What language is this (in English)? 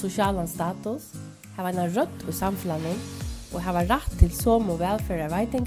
Faroese